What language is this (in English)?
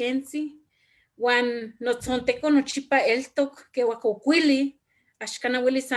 Eastern Huasteca Nahuatl